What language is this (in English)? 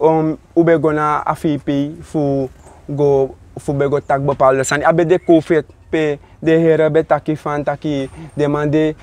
Sranan Tongo